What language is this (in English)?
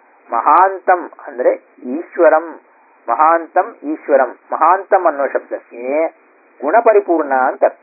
Kannada